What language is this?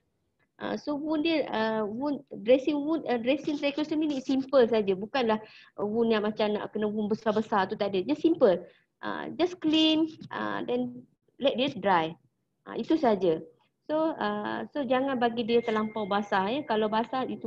Malay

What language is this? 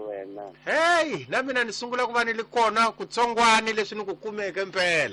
Tsonga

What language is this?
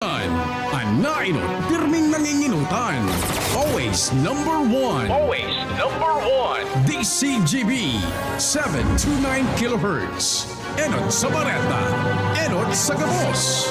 Bikol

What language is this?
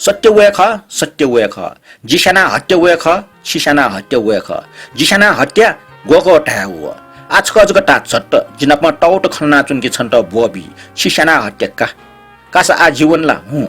Newari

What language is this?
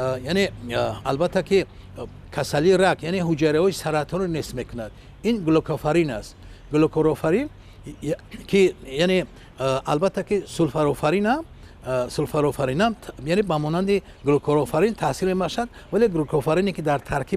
Tajik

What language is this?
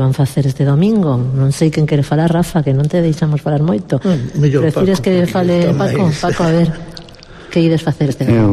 Galician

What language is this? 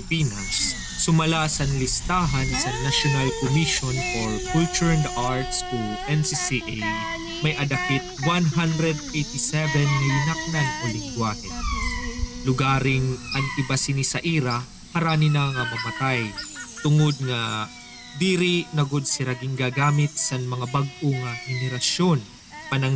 Waray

